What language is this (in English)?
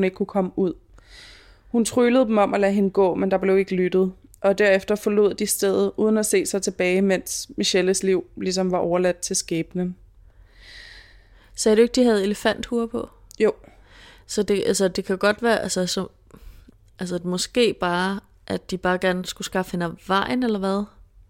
Danish